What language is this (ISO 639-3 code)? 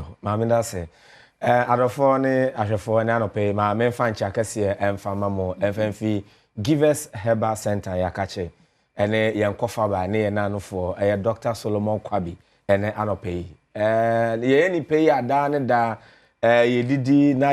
aka